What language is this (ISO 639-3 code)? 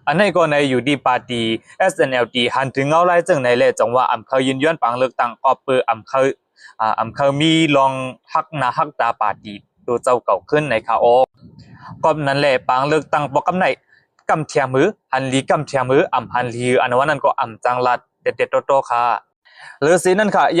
shn